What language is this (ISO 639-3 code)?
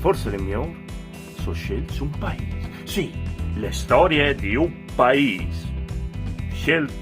fur